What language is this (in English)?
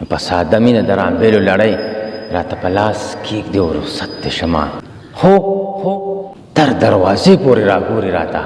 Pashto